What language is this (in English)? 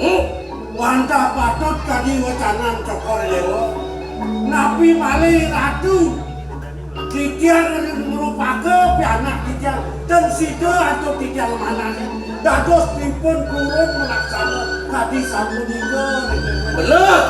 Balinese